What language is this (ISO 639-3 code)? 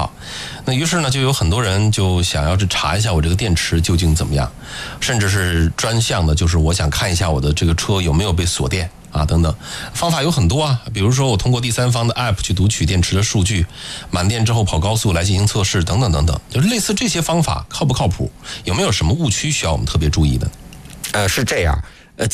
zho